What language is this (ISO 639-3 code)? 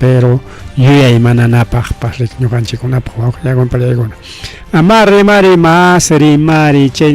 quy